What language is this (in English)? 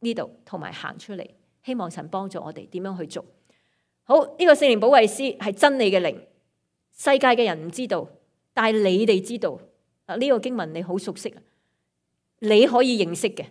Cantonese